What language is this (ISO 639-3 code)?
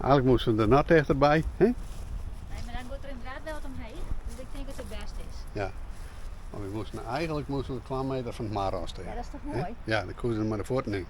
fry